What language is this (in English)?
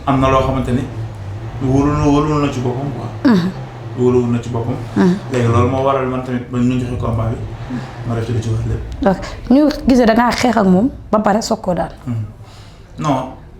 Wolof